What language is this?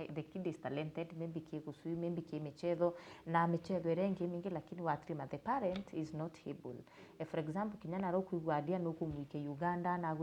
Meru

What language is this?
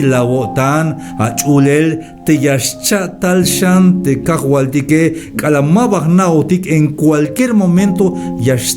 Tzeltal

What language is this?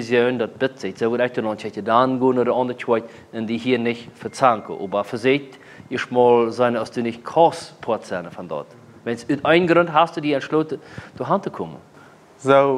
Plautdietsch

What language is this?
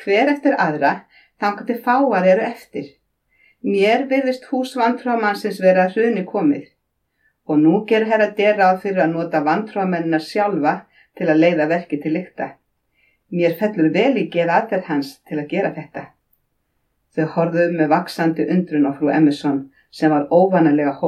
Icelandic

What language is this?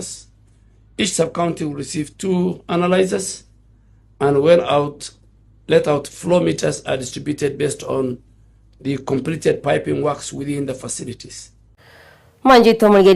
Gusii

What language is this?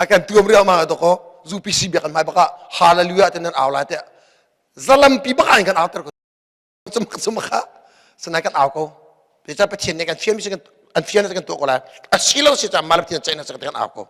Hakha Chin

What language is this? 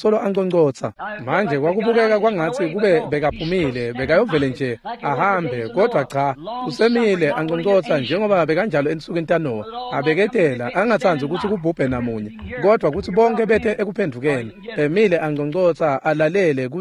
Swati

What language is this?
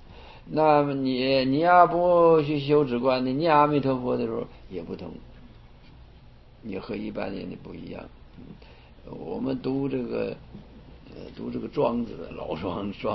Chinese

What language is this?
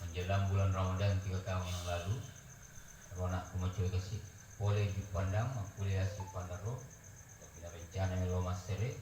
Buginese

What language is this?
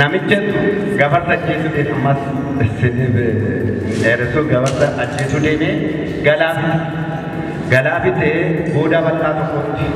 Oromo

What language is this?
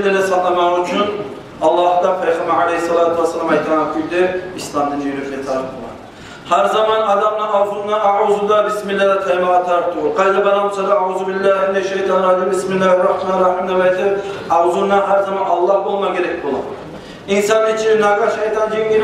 Kumyk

